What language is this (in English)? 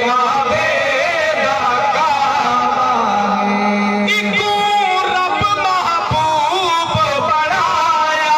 Saraiki